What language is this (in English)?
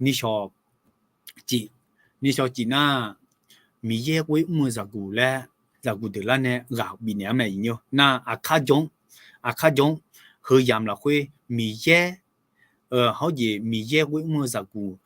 Akha